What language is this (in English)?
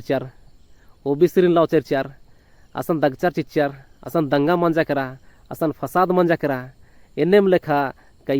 Kurukh